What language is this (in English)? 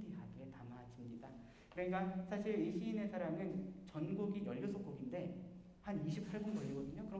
Korean